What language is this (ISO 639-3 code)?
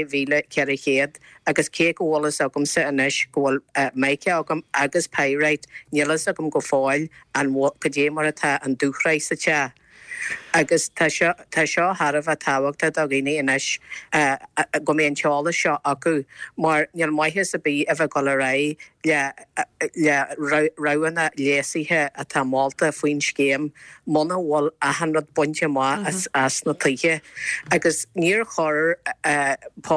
gle